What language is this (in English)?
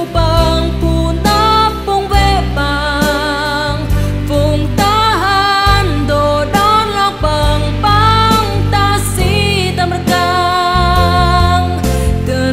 Central Mnong